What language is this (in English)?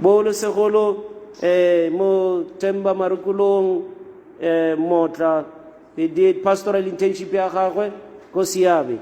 Tswana